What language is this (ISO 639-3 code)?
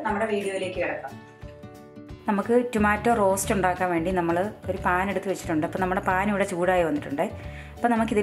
mal